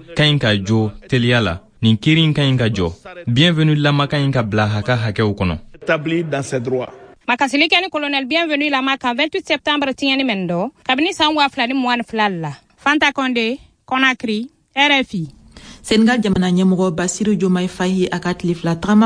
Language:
Bambara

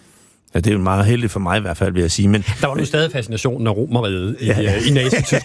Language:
Danish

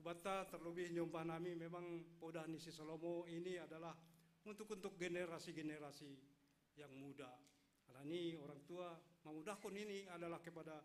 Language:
Batak Simalungun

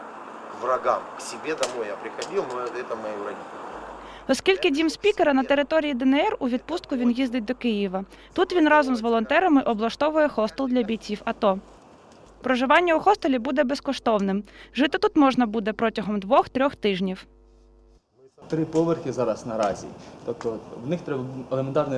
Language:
Ukrainian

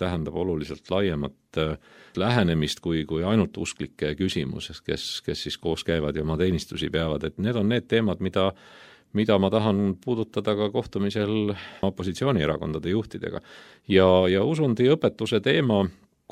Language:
Estonian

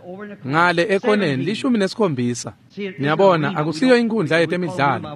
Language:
Swati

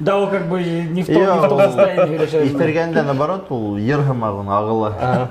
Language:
Bashkir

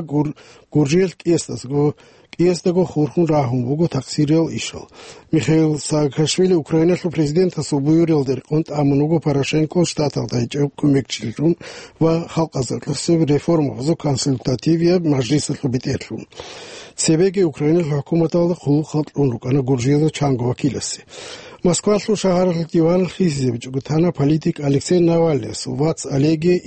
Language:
Avaric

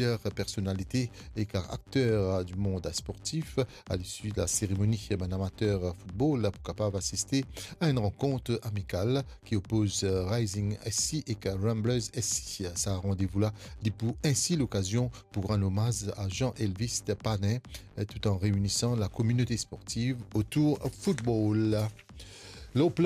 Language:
Morisyen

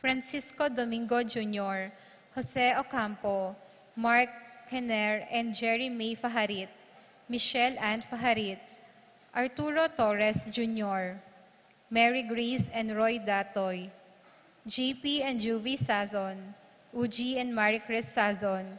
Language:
Pampanga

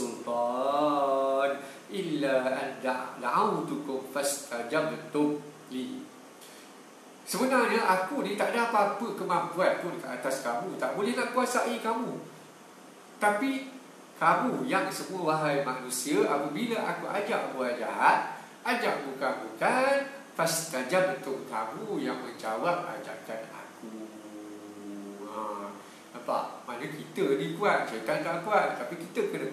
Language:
Malay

